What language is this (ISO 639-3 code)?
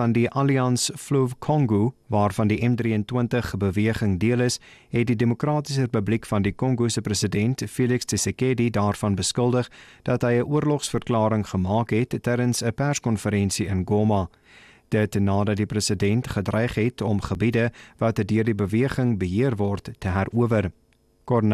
afr